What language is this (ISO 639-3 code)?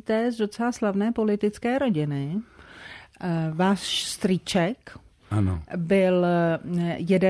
ces